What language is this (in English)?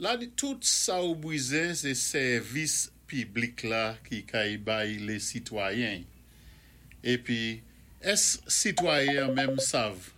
Saint Lucian Creole French